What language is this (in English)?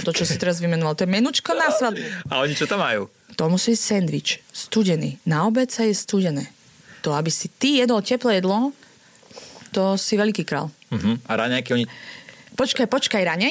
Slovak